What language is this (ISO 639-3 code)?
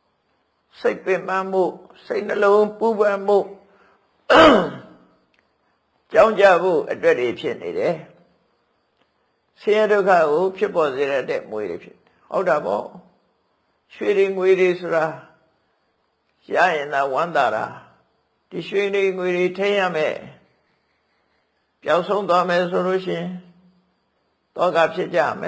mya